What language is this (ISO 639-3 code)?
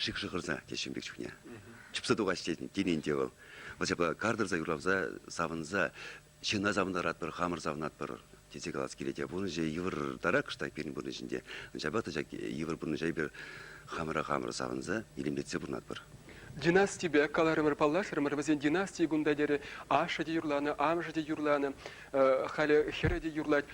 chv